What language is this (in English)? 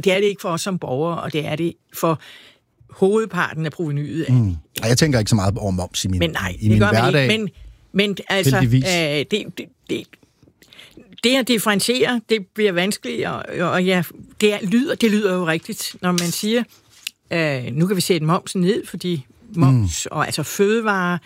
Danish